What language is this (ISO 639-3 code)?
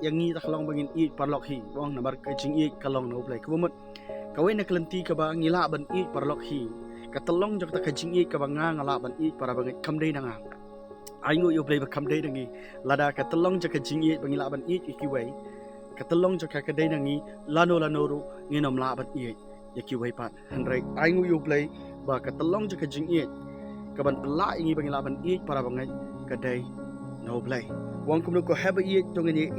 kha